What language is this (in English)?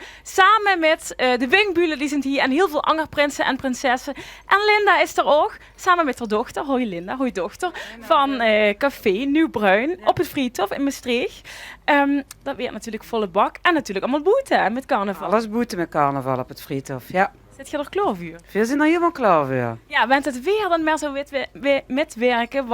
Limburgish